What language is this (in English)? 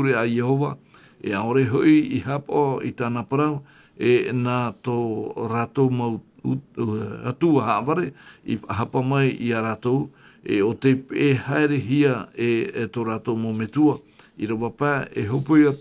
Tahitian